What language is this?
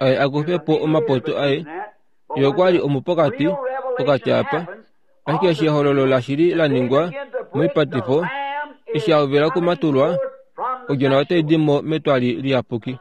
Kuanyama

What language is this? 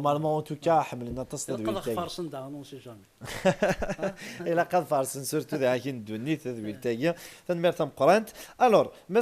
Kabyle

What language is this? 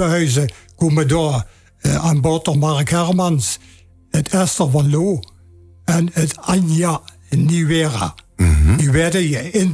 Limburgish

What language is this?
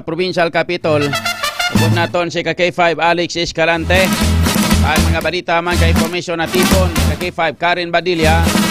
Hiligaynon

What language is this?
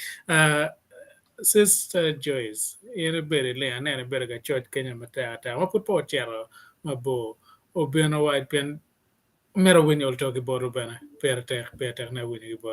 Acoli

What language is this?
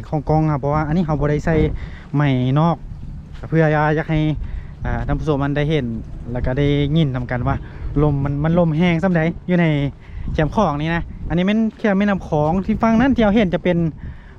Lao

